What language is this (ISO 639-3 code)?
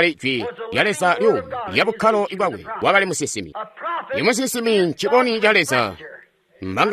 toi